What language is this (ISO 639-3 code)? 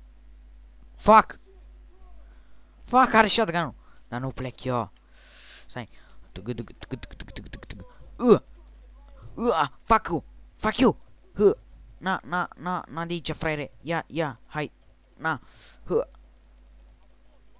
ron